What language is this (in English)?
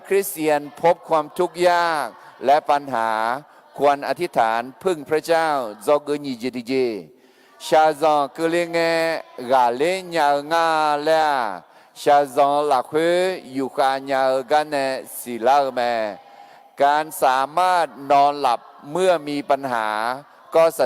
Akha